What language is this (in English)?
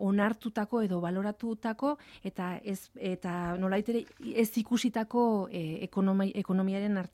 Basque